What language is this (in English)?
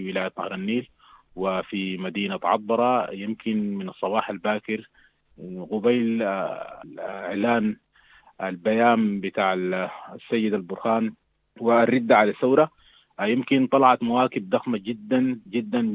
Sudanese Arabic